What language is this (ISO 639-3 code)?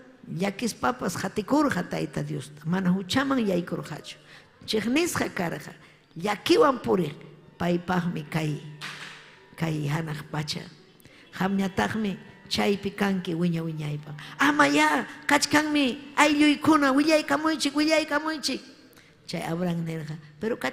quy